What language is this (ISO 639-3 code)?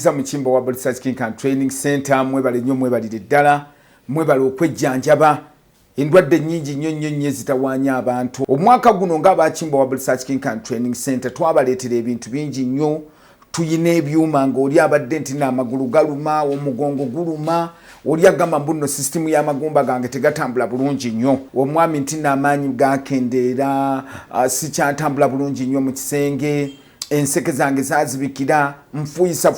lug